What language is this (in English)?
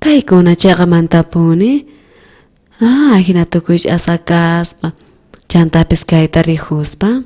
South Bolivian Quechua